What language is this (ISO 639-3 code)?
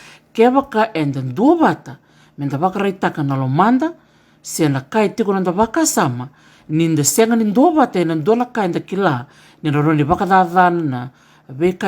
fij